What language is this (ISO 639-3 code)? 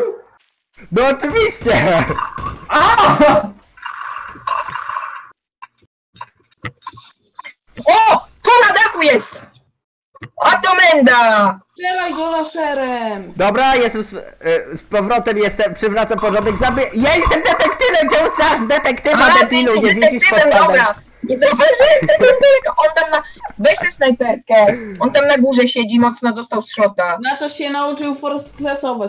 pol